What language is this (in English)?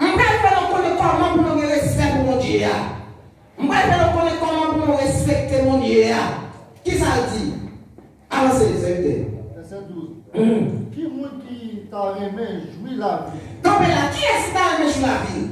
Haitian Creole